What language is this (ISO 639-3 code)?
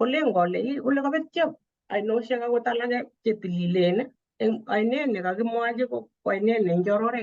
kln